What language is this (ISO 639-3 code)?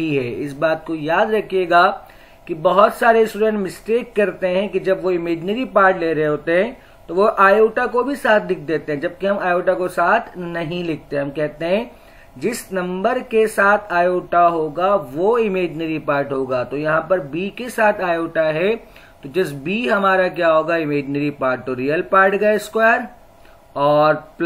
hin